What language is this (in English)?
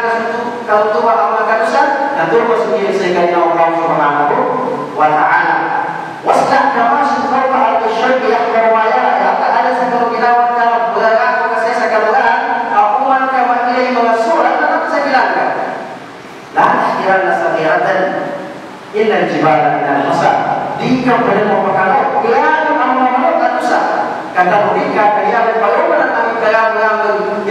Malay